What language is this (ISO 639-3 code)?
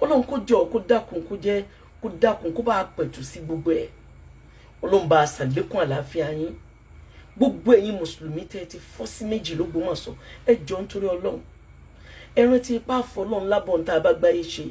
yor